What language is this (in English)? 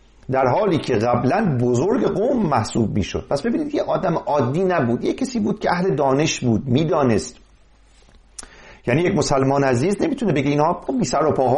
Persian